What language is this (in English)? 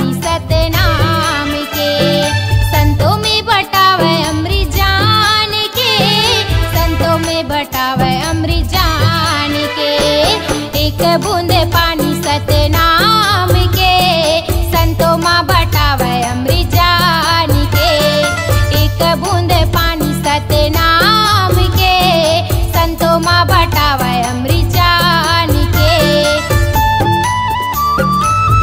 Chhattisgarhi